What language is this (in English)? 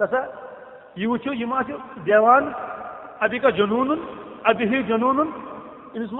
Kashmiri